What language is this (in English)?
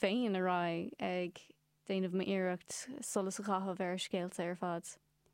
Irish